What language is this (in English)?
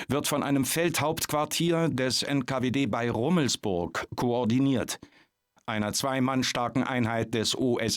Bavarian